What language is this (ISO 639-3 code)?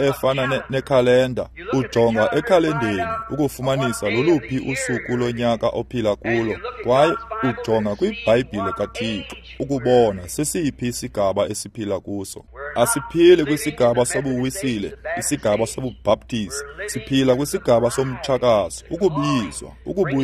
xho